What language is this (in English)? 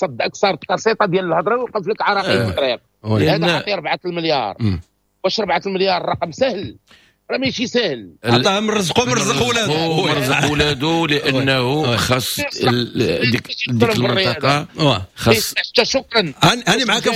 Moroccan Arabic